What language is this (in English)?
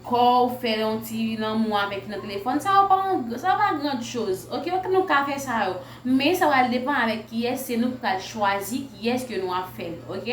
Haitian Creole